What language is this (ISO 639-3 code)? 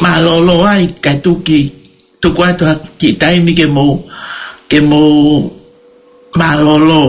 ton